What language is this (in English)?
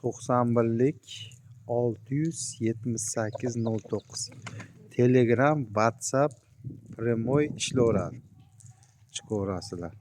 Uzbek